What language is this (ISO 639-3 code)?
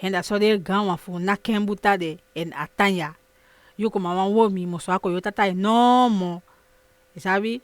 srm